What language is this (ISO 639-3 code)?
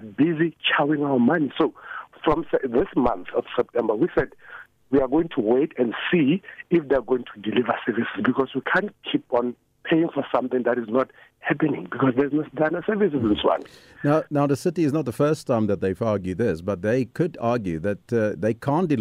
eng